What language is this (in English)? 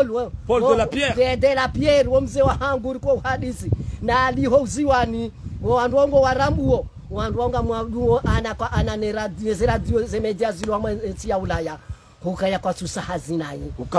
Ngazidja Comorian